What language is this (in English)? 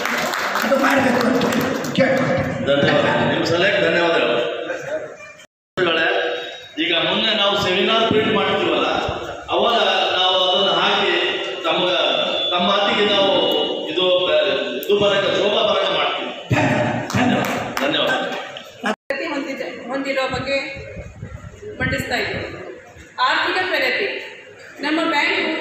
Kannada